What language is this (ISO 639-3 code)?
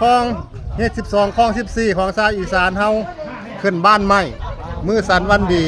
tts